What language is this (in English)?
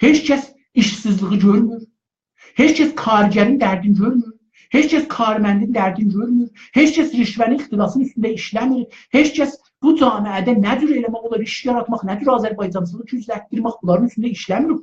South Azerbaijani